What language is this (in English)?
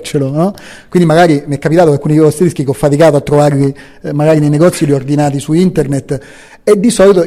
Italian